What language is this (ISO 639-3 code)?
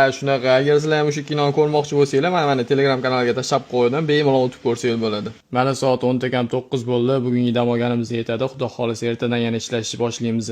uzb